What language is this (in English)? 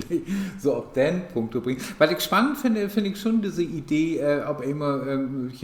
Low German